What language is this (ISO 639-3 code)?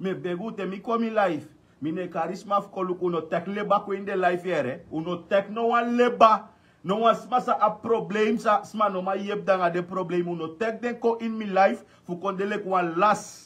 srn